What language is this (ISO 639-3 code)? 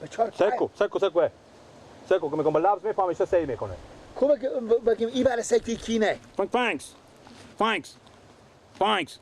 fas